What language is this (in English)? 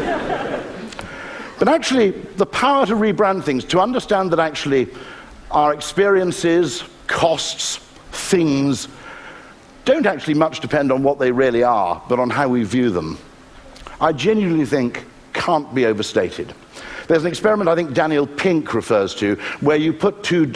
English